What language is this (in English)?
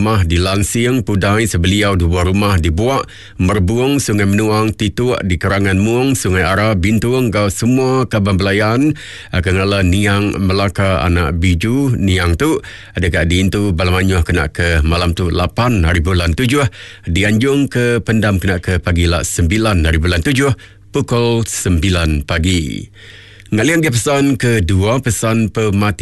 Iban